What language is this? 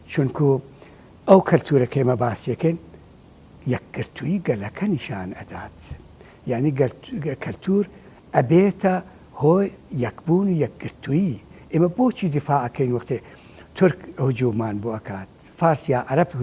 Central Kurdish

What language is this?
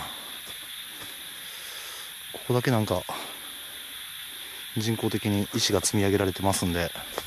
Japanese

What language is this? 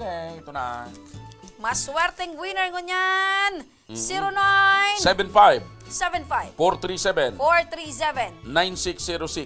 Bikol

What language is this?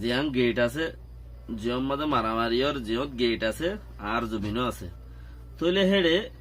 Rohingya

